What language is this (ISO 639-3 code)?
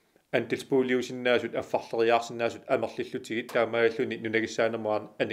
kal